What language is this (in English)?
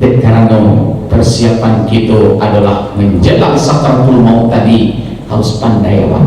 Minangkabau